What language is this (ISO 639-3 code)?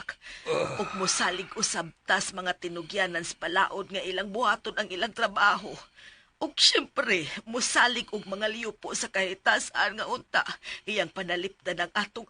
ceb